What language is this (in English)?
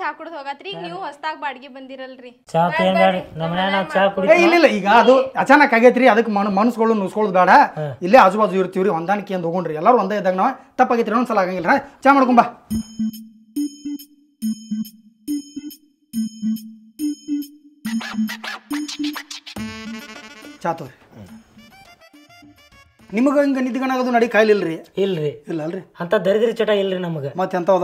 Kannada